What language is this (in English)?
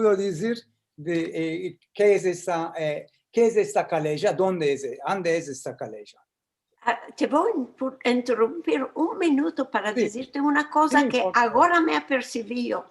Ladino